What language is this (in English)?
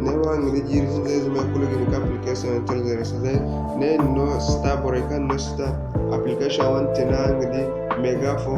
Zarma